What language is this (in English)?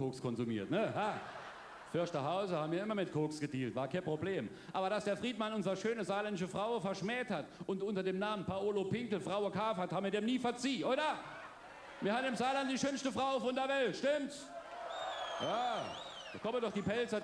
Palatine German